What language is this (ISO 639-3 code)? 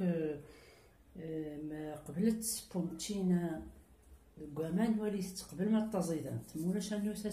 kab